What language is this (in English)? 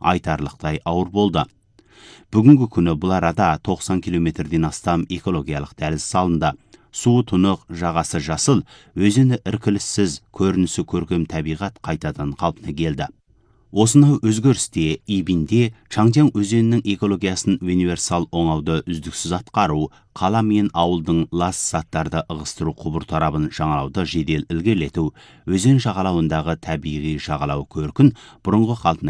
Kazakh